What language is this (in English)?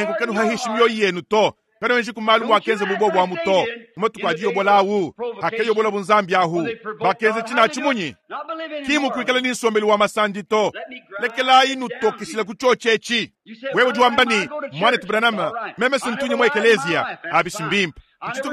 Luba-Lulua